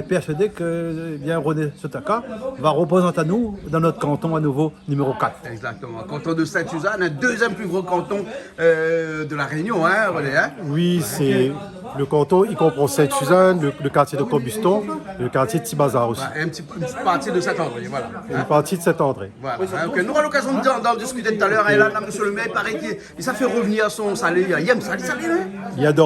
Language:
Réunion Creole French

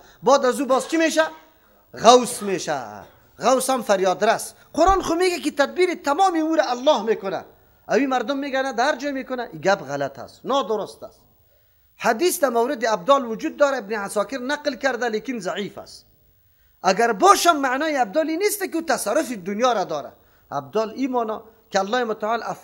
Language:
Persian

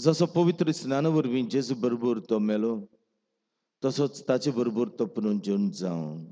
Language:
Konkani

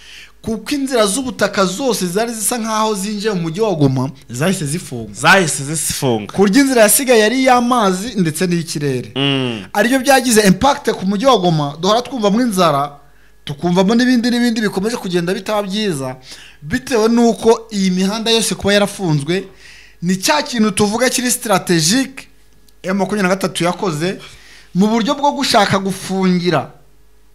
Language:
Kinyarwanda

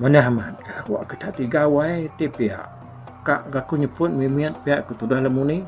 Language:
Iban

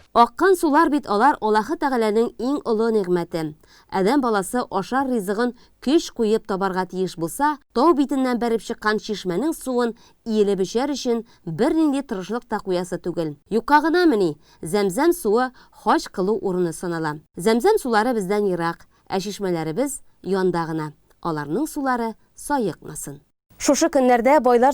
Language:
Tatar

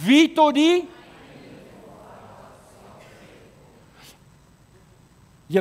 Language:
Afrikaans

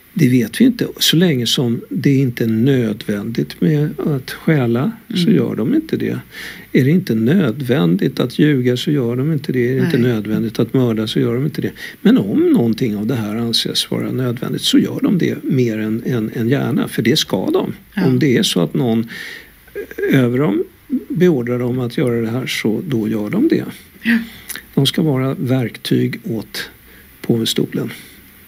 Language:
Swedish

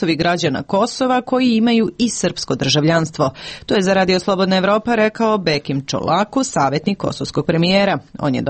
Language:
Serbian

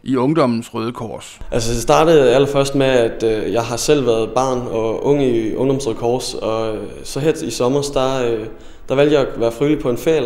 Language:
Danish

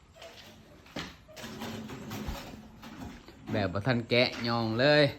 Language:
Lao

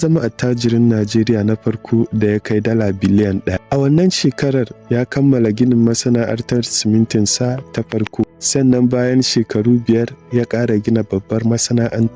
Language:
Hausa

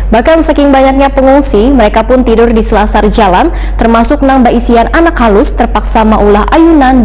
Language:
Banjar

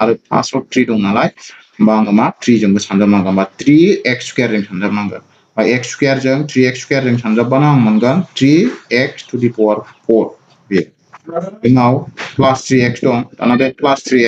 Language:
Bodo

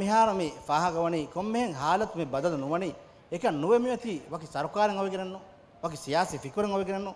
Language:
Divehi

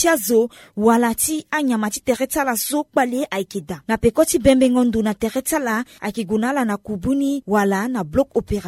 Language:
Sango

